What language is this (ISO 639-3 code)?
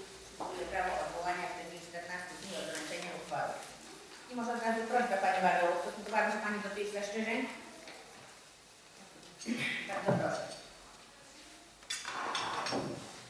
pol